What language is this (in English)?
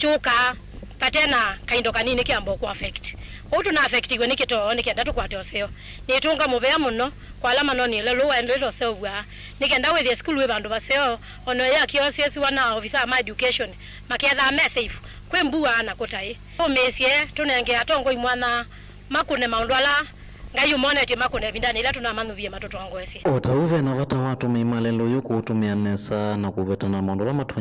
Kamba